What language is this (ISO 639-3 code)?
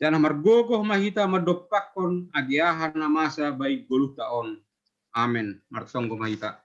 bts